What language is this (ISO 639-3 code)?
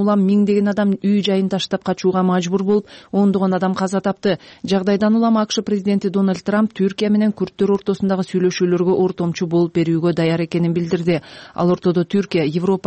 kir